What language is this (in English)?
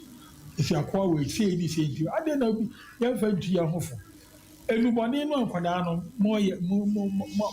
Akan